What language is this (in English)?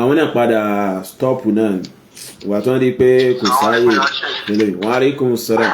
Yoruba